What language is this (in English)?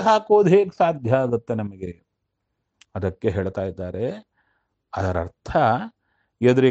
Kannada